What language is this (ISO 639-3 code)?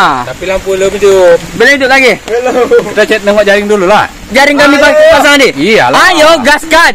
msa